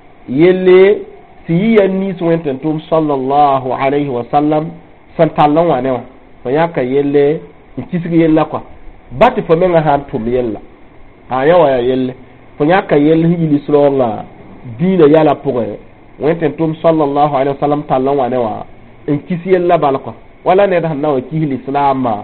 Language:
Mossi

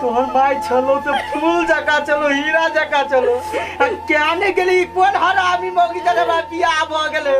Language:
Maithili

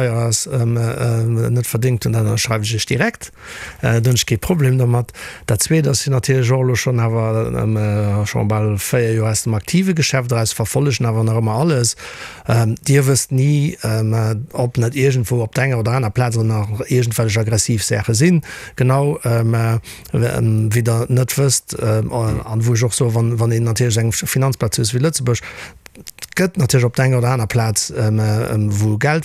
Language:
Luxembourgish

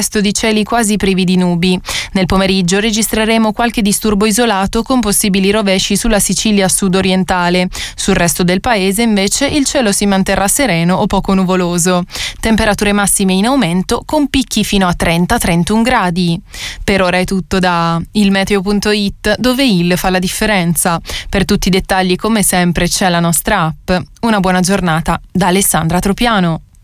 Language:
Italian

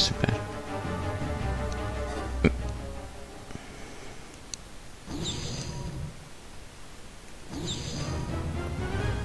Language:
Finnish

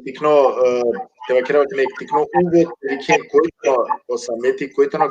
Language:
Balkan Romani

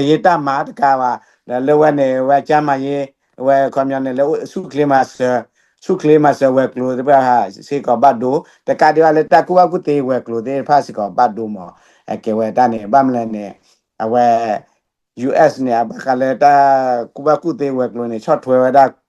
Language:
S'gaw Karen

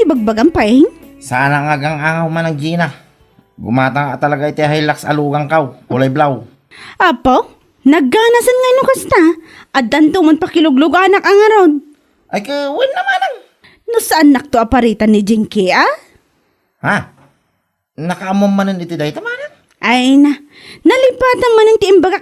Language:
Iloko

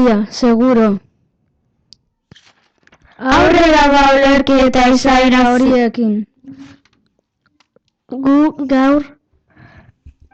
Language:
Basque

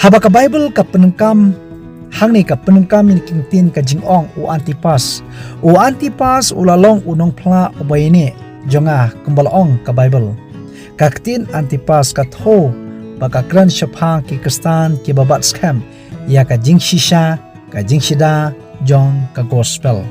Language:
Khasi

